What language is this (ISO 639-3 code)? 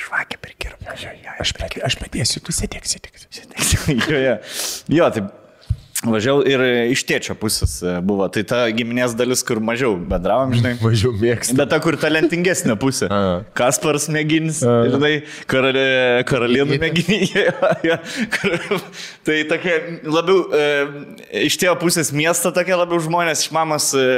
lit